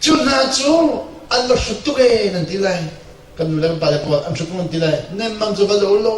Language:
Hakha Chin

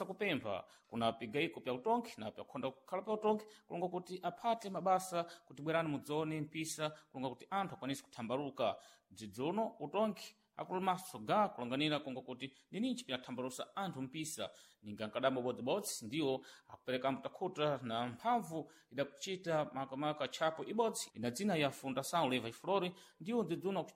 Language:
Sena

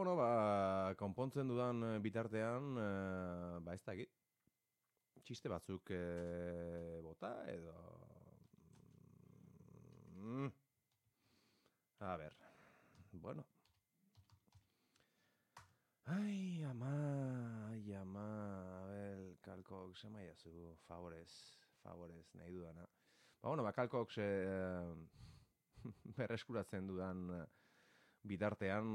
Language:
Basque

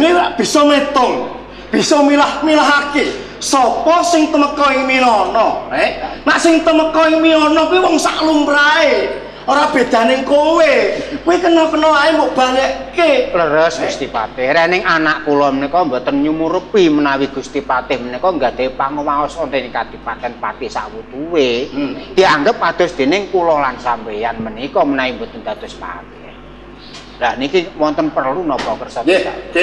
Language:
Javanese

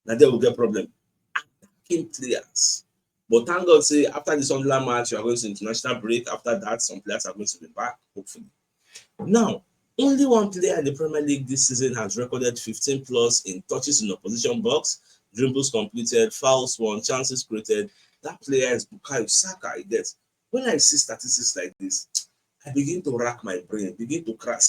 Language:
Nigerian Pidgin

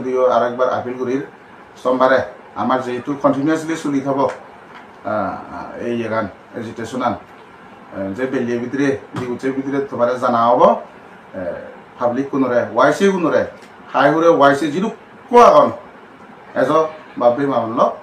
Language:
Chakma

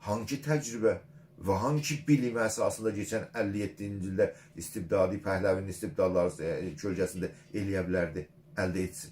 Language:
South Azerbaijani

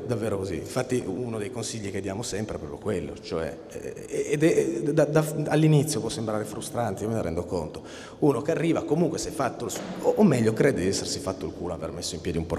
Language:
Italian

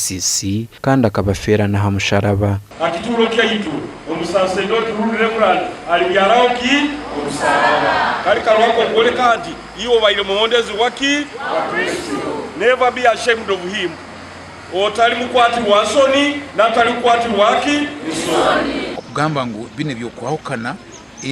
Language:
Nyankole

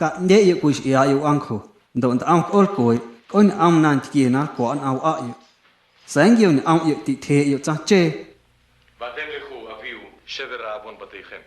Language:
Guerrero Amuzgo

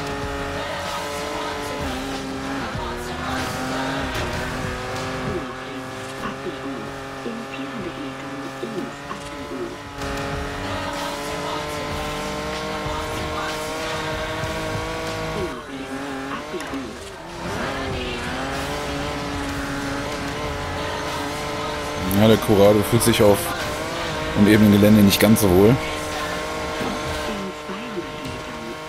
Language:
German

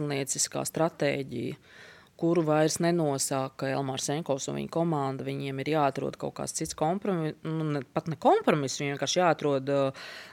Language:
Latvian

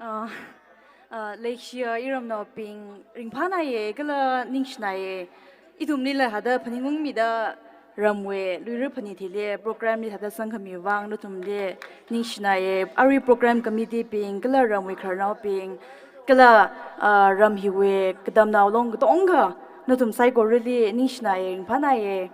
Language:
Tangkhul Naga (India)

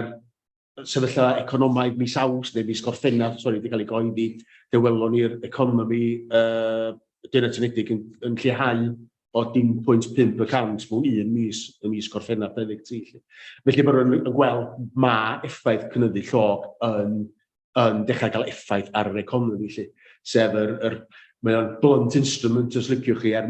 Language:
Welsh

